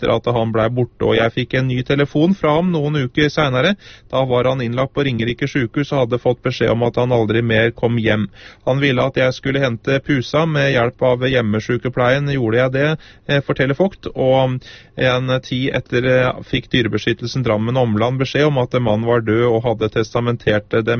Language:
Norwegian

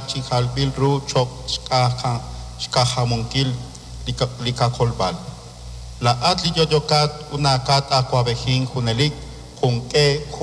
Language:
Kekchí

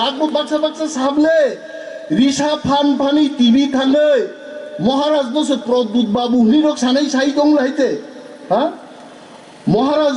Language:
Kok Borok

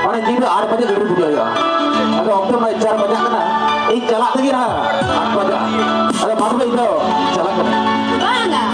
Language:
Santali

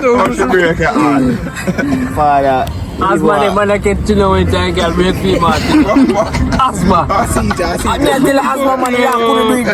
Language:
Jamaican Creole English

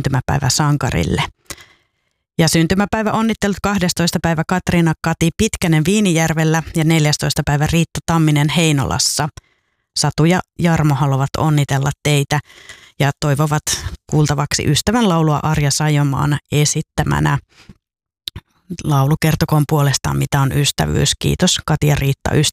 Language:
Finnish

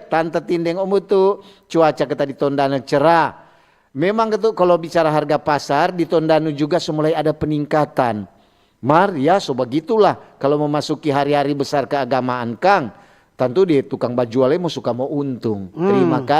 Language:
Manado Malay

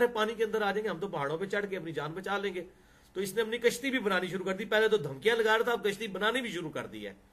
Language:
Urdu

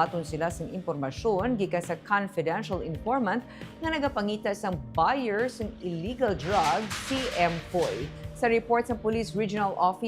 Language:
Hiligaynon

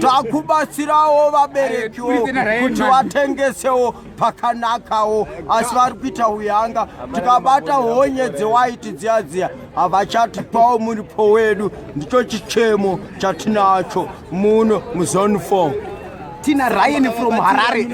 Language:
Shona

